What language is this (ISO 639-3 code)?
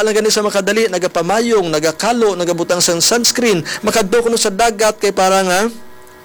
hil